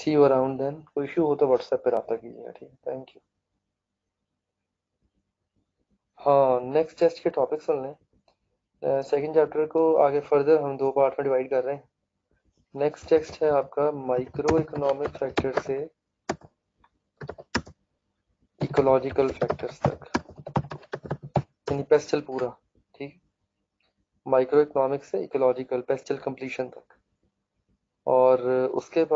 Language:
Hindi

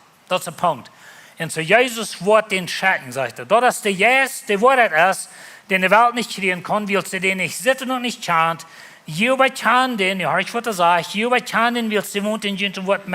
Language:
Plautdietsch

